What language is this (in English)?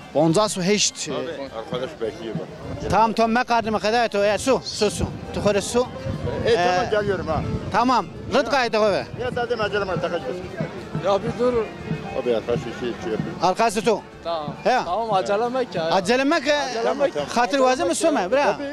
Zaza